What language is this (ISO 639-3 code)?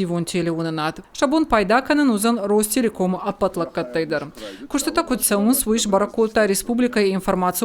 oss